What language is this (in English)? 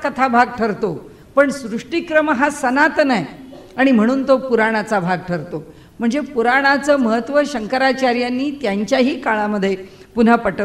Marathi